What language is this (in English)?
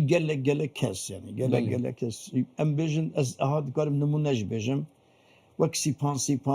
Kurdish